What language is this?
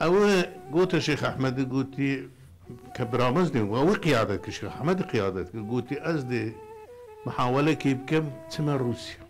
Kurdish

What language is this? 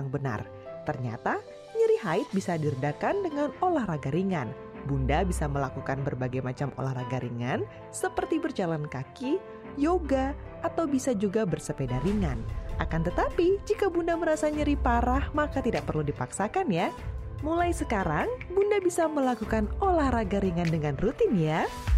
Indonesian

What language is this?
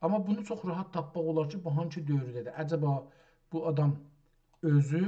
South Azerbaijani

